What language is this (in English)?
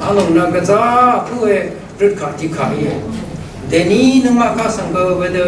Rawang